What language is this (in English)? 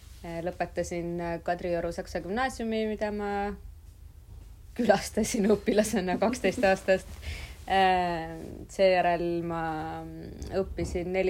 Estonian